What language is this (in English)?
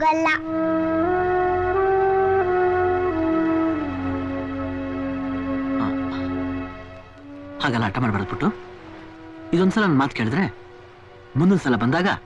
Kannada